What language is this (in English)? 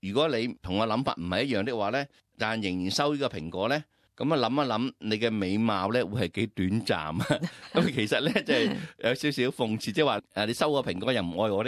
Cantonese